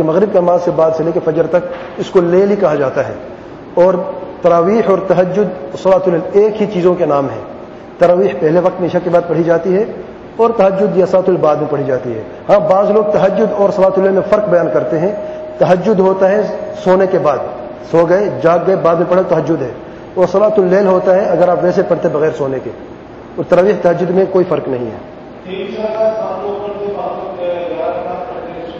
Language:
Urdu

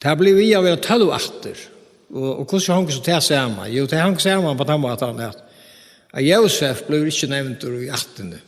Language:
Faroese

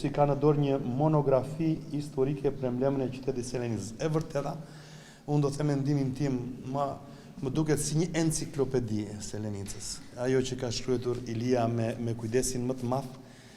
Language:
Albanian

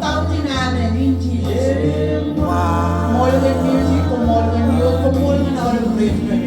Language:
Marshallese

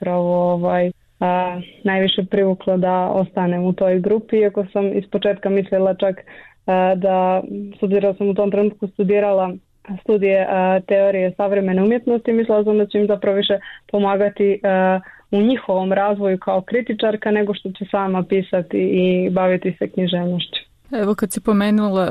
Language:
Bosnian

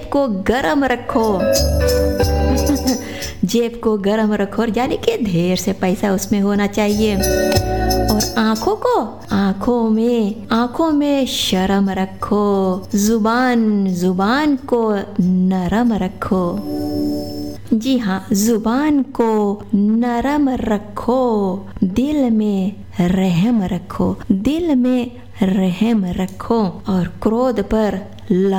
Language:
Hindi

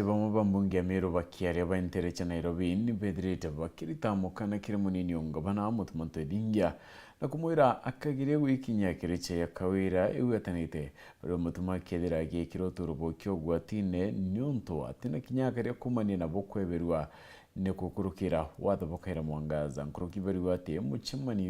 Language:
Meru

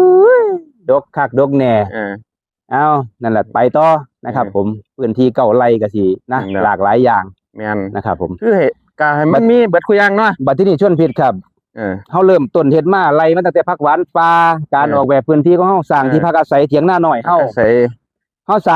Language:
Northeastern Thai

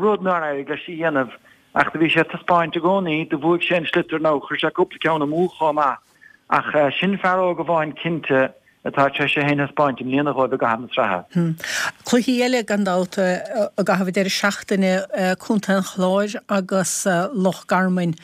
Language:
Irish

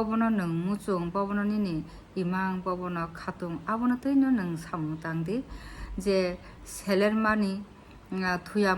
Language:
Kok Borok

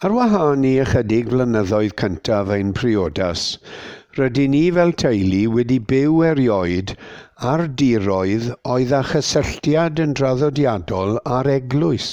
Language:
Welsh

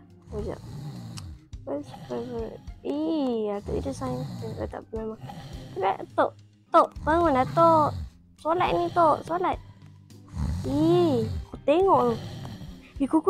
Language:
Malay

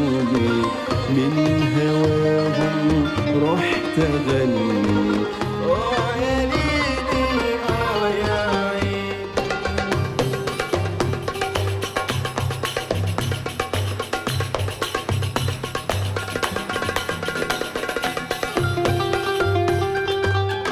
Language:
Egyptian Arabic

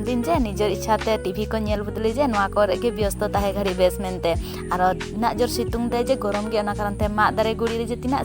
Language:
Santali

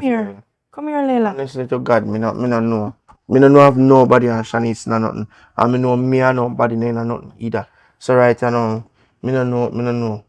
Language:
Jamaican Creole English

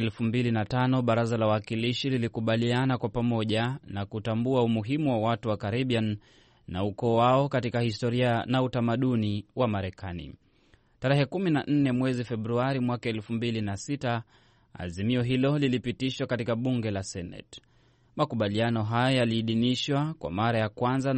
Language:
Swahili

